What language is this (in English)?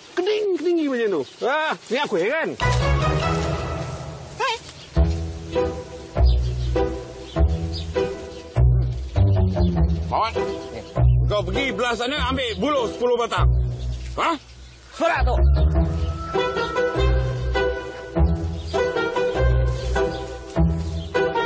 Malay